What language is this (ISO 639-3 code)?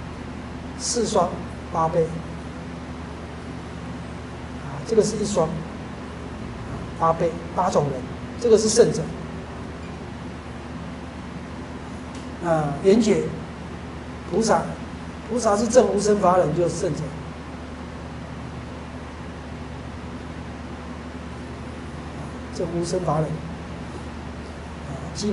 zho